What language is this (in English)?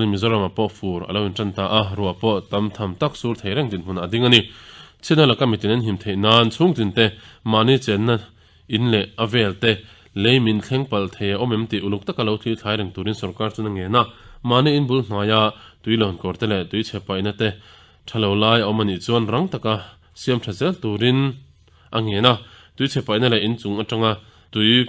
Mizo